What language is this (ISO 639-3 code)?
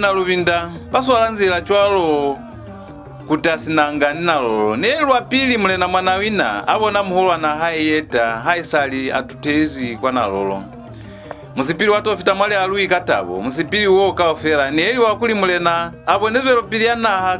loz